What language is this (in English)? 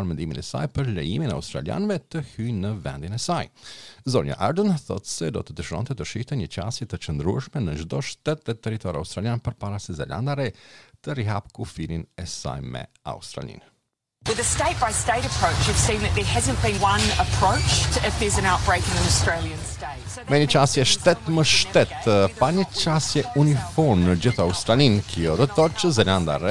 Albanian